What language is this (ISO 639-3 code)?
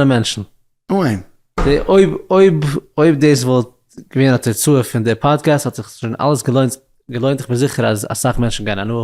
yid